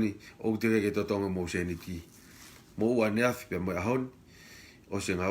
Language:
Tongan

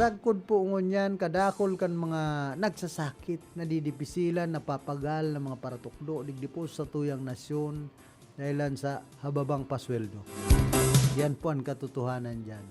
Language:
Bikol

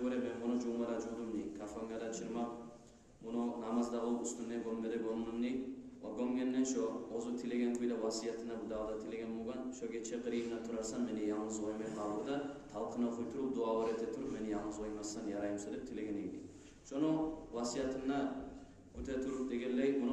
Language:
Kumyk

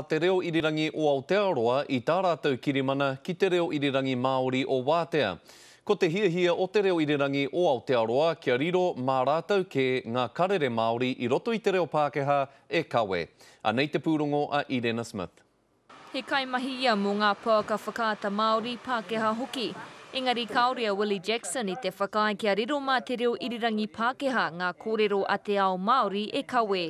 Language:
Māori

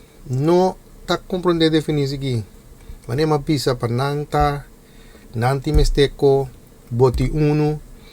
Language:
Papiamento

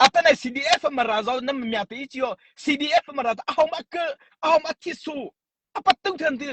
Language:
Mara Chin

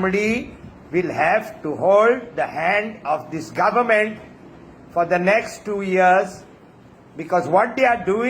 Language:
Konkani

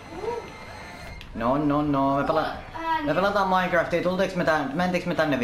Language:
Finnish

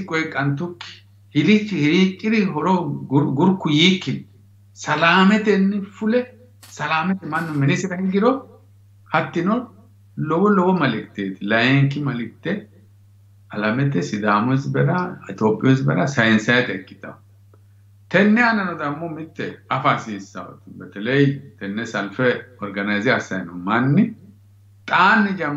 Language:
Sidamo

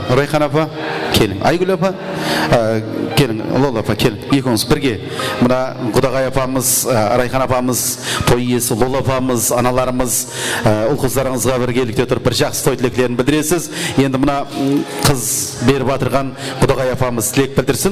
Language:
Kara-Kalpak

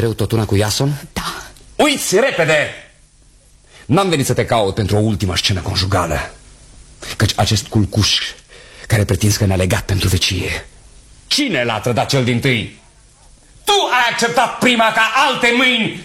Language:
Romanian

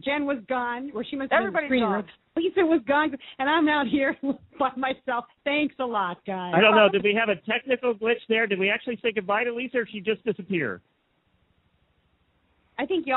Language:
English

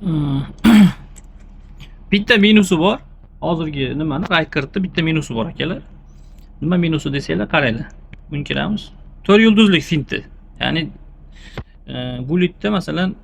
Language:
Uzbek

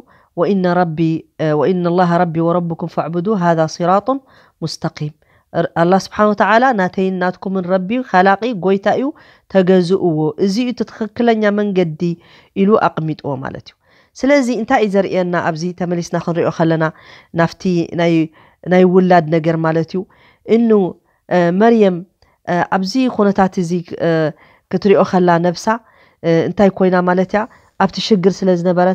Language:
Tigrinya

